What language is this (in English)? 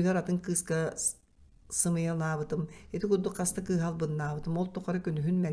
Yakut